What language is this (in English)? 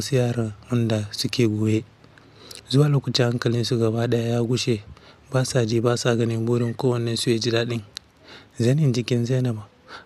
Hausa